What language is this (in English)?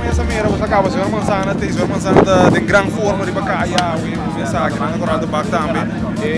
Papiamento